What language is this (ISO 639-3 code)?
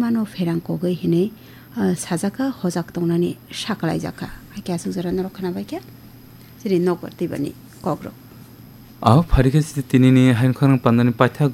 trp